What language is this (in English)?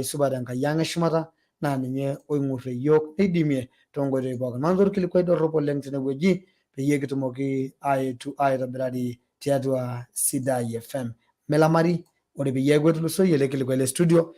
Masai